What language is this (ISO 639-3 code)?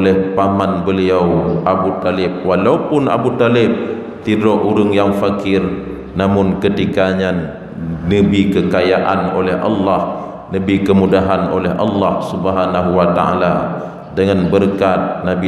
ace